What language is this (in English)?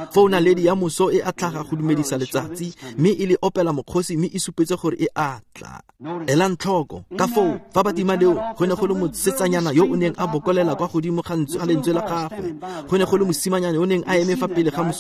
Tswana